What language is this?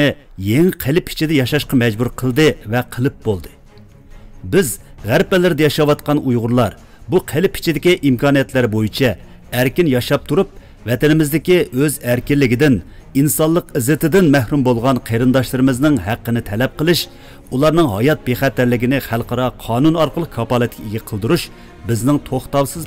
Uyghur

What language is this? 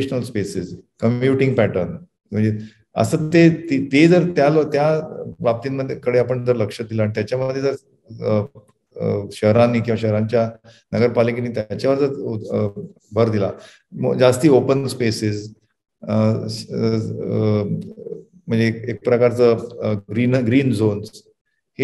Marathi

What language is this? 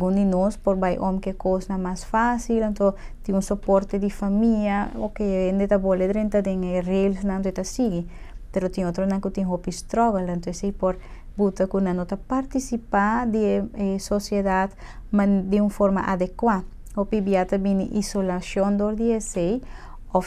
Papiamento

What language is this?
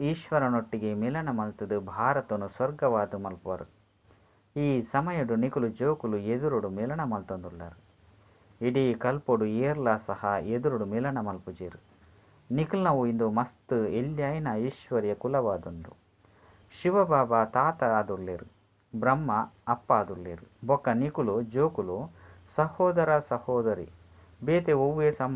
Tulu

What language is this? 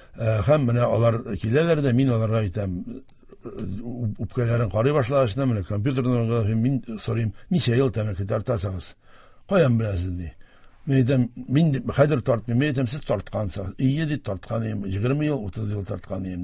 Tatar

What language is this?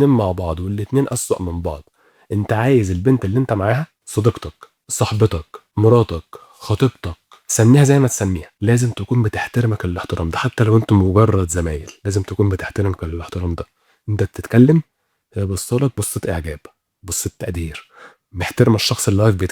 Egyptian Arabic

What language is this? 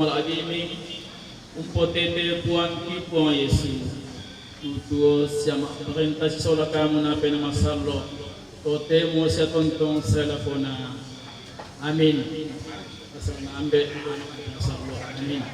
Toraja-Sa'dan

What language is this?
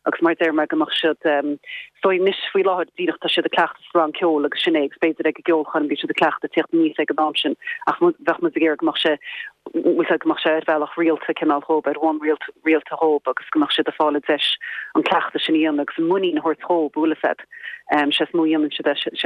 Irish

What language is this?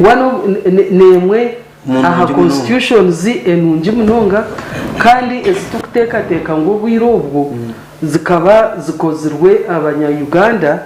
Nyankole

